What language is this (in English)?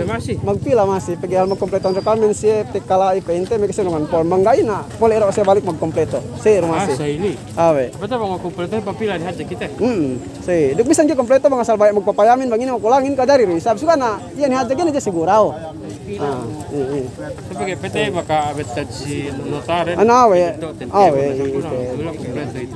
Yakan